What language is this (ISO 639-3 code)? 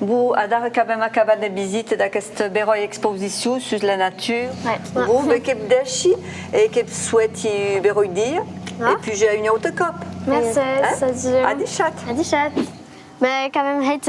oci